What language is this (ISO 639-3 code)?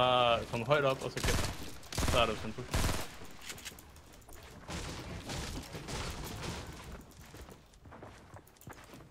dan